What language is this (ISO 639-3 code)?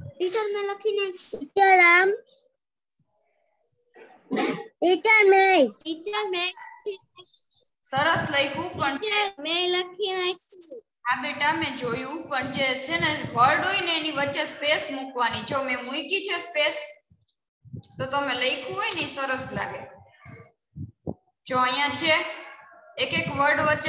guj